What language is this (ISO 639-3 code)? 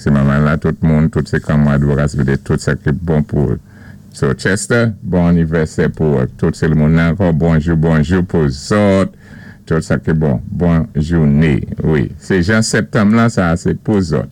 acf